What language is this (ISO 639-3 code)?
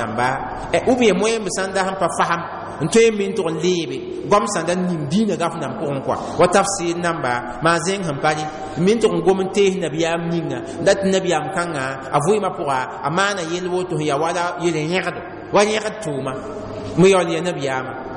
mos